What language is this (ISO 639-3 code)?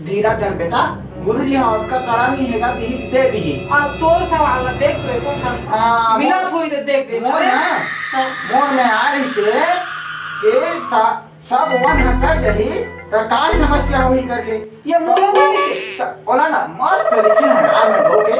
hne